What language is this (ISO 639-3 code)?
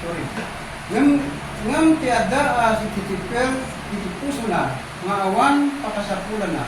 ilo